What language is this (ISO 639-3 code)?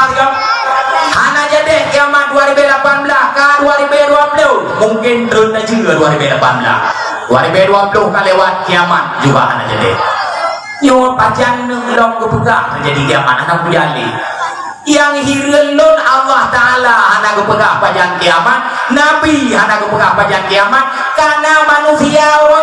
ace